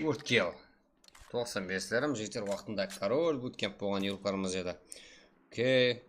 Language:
Kara-Kalpak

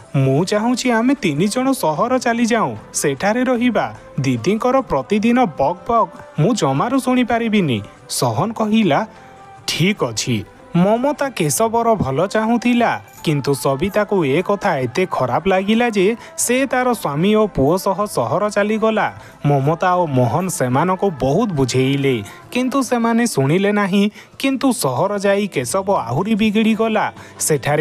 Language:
Odia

